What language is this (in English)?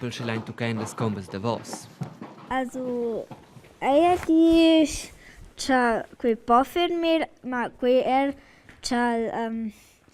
Romansh